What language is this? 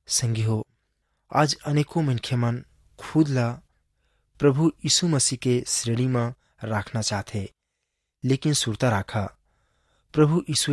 Chhattisgarhi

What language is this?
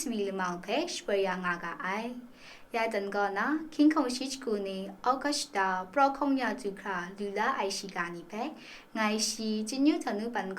Kachin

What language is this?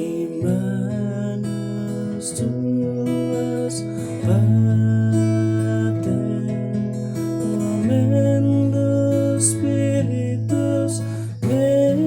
Khasi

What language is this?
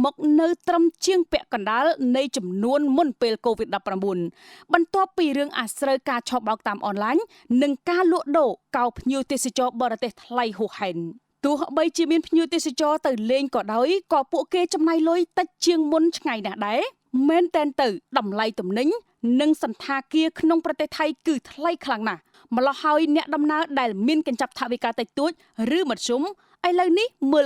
Khmer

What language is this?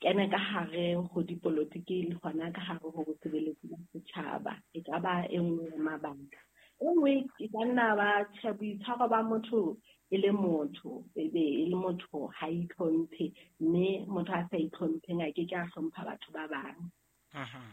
Southern Sotho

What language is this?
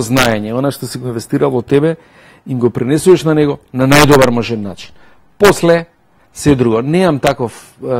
Macedonian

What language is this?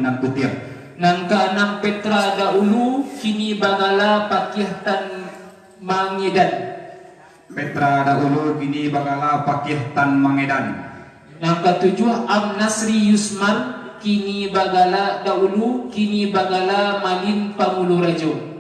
Minangkabau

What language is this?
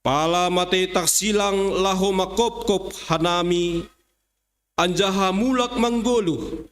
Batak Simalungun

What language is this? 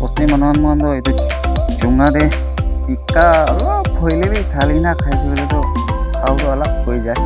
Naga Pidgin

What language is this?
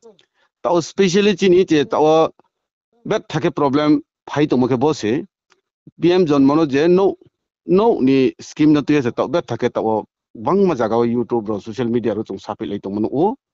Riang (India)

